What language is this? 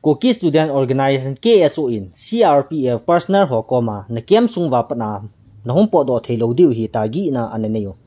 Thado Chin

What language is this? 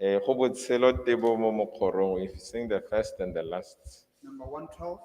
Tswana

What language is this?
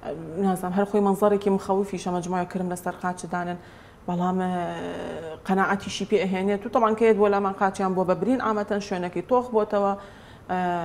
Central Kurdish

